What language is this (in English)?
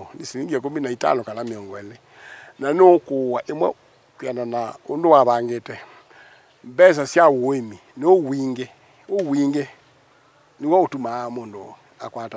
Kamba